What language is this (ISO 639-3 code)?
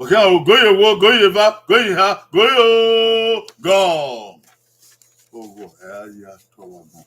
bin